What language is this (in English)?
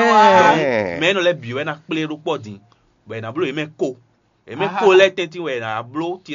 Fon